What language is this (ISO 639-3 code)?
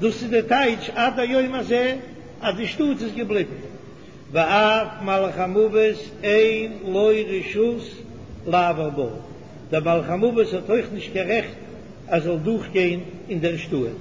yid